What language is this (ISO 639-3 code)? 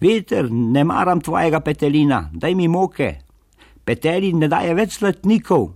slv